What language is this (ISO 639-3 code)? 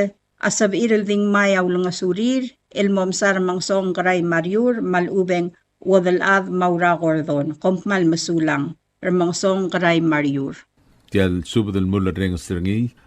pau